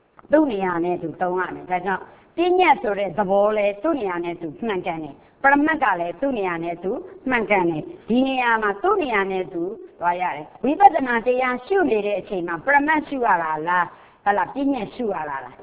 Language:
Burmese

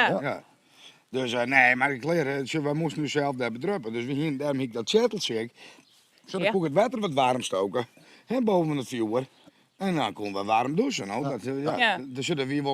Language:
Western Frisian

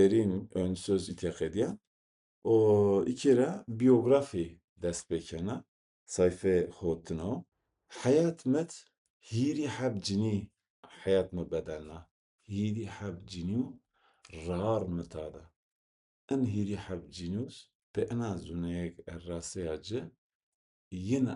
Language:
Zaza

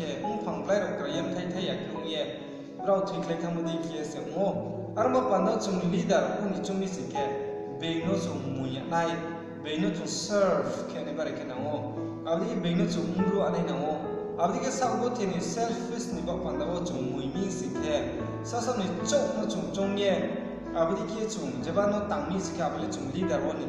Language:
Riang (India)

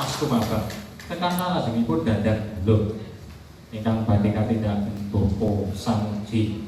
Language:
Javanese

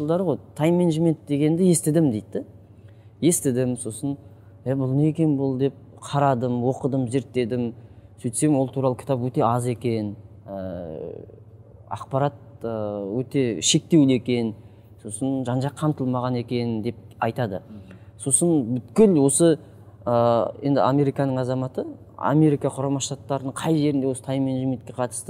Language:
Kazakh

